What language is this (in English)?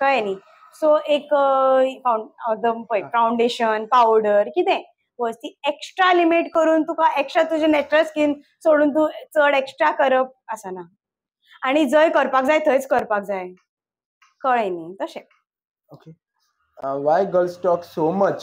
Konkani